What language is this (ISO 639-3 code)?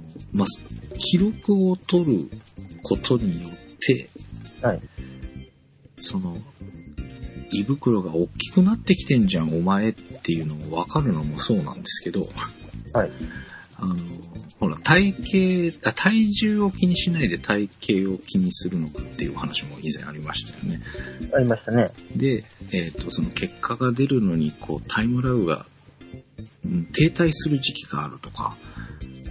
jpn